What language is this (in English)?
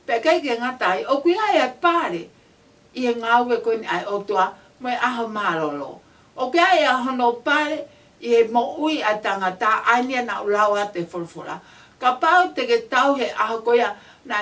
Tongan